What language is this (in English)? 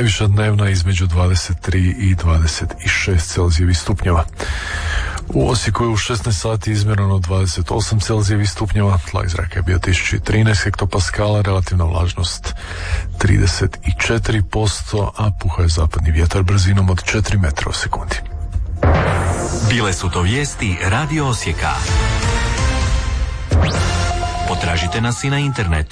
Croatian